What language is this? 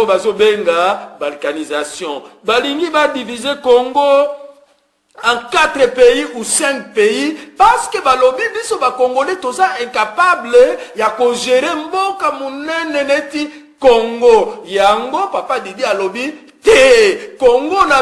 Lingala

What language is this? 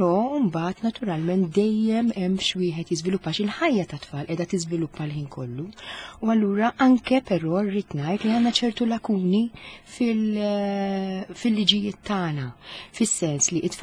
Maltese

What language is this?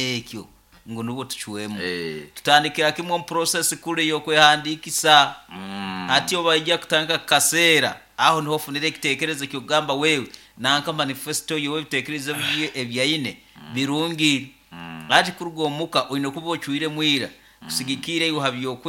Nyankole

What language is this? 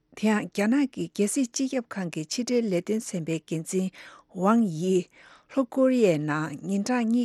Tibetan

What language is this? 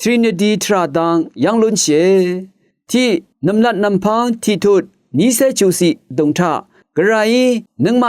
Rawang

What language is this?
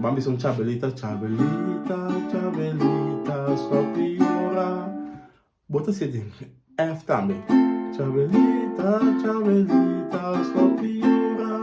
Papiamento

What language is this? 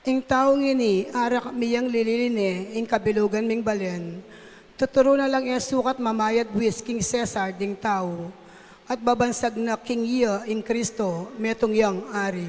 Pampanga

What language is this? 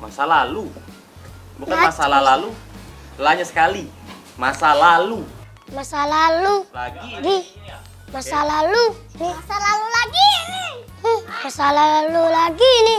Musi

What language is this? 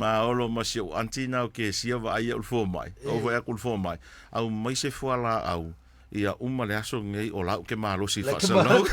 Samoan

